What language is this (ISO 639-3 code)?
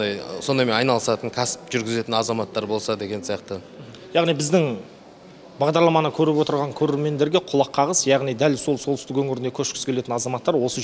kaz